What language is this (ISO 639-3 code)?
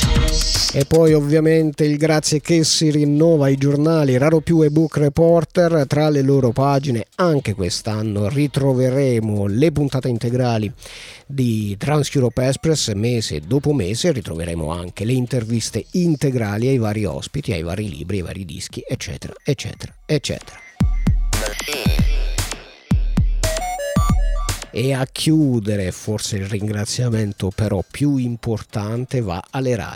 ita